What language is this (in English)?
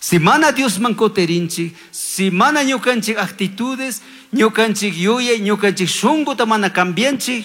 Chimborazo Highland Quichua